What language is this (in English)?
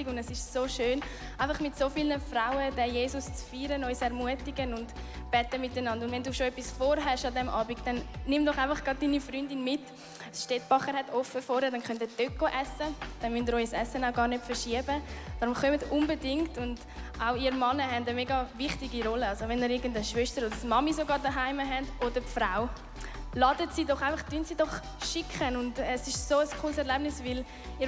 Swiss German